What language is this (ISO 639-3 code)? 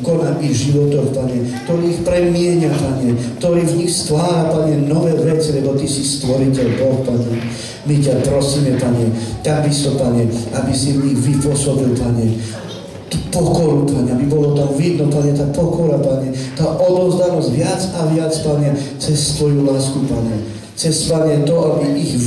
slk